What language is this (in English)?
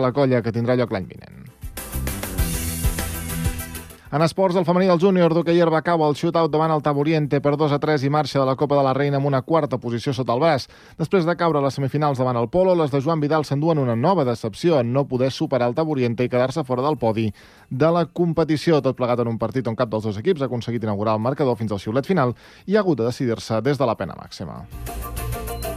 Catalan